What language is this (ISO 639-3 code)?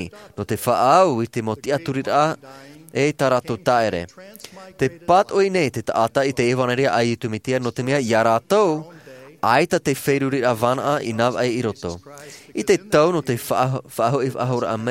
tah